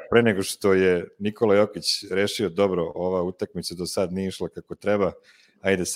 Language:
Serbian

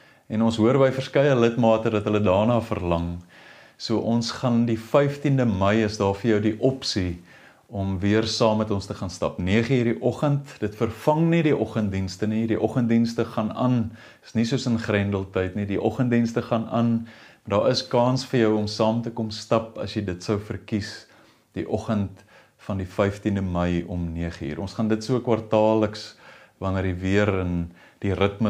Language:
Afrikaans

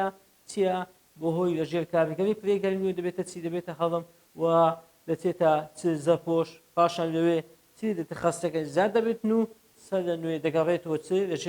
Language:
Central Kurdish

